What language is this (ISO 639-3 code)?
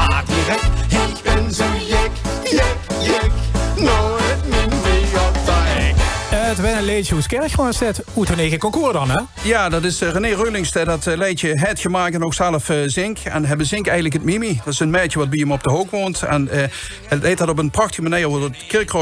lim